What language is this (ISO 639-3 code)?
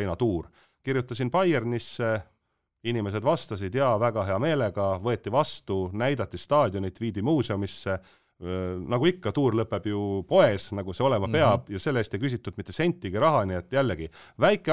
est